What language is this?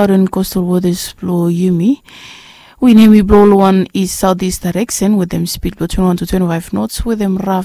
Bislama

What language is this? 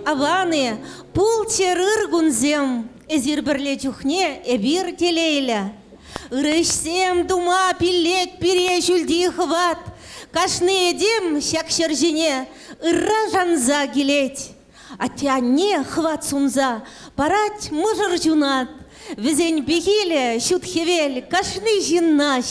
Chuvash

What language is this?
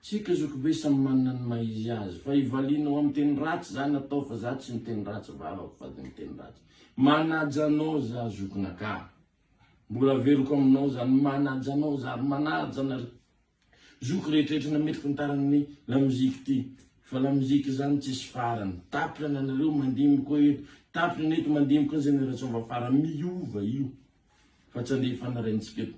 Malagasy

